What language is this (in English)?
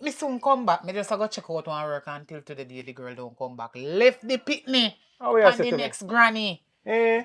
Jamaican Creole English